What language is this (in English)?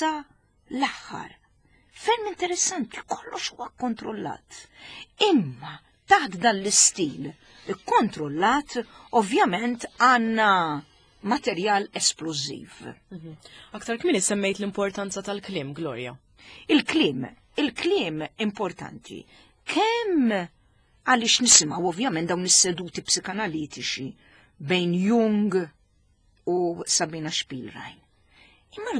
Maltese